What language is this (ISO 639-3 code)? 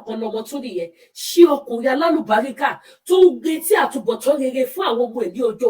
yor